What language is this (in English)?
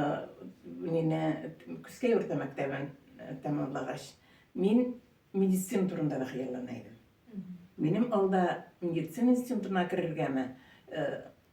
Tatar